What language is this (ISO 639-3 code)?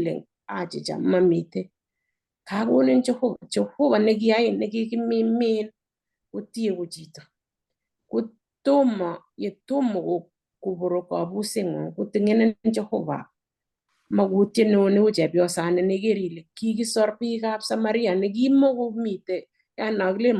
kln